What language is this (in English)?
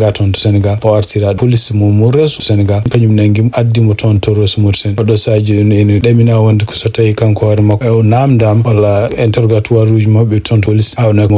Fula